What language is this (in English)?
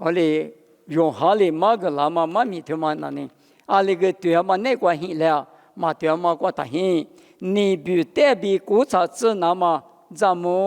Lisu